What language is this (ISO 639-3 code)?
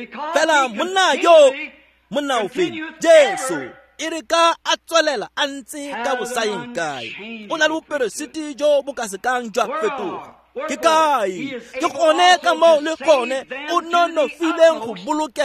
tsn